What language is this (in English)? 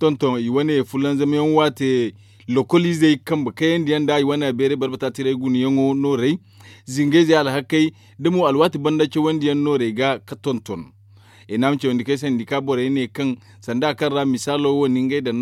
Zarma